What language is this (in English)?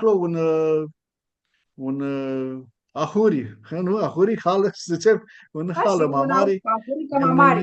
Aromanian